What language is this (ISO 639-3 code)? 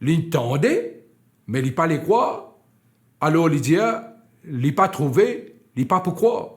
mfe